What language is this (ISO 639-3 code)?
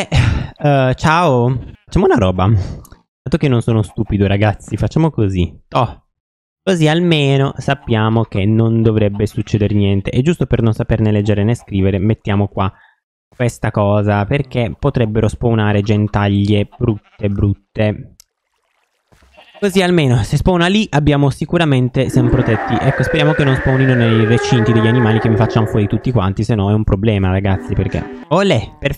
ita